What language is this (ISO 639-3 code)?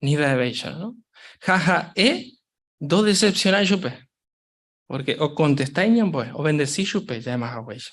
grn